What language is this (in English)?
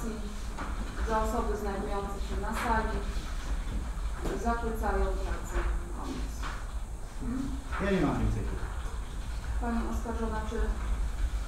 Polish